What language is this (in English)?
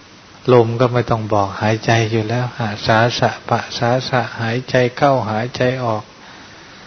Thai